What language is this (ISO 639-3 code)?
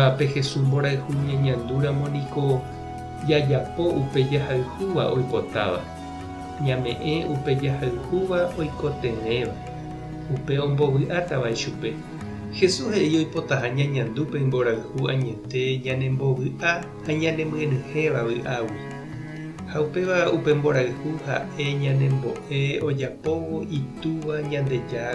grn